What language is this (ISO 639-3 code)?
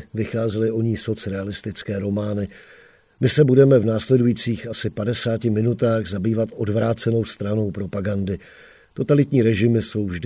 ces